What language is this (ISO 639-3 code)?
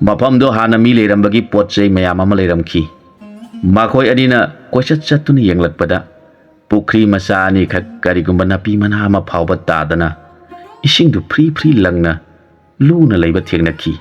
mni